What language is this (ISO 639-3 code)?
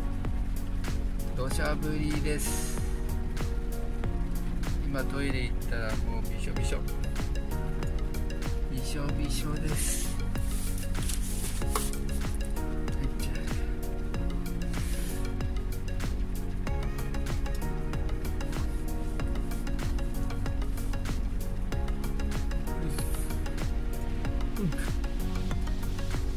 jpn